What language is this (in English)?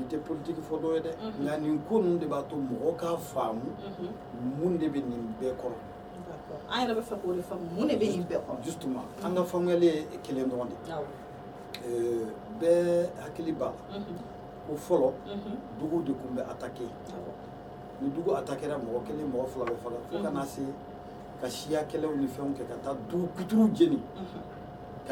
Bambara